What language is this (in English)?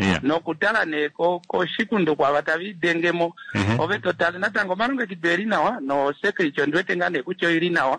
Kuanyama